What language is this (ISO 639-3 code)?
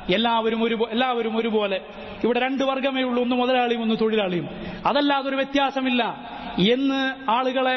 mal